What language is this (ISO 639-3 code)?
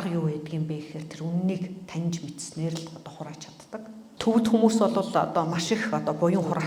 mon